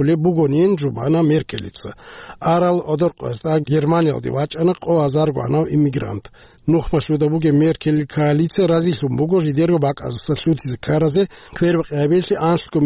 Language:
Avaric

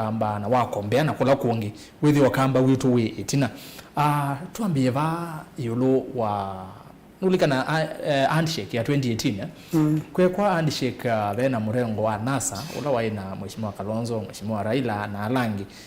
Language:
Kamba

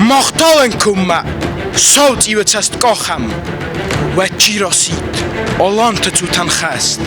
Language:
Ossetic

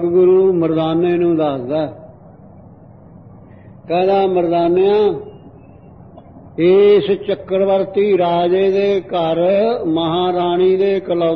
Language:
Punjabi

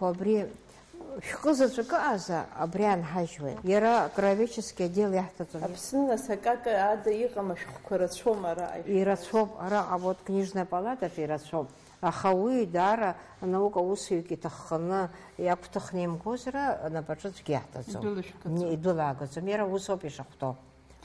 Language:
Abkhazian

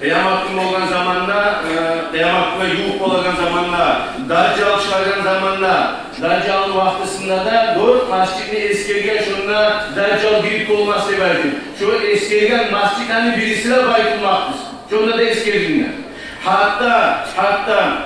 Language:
Kumyk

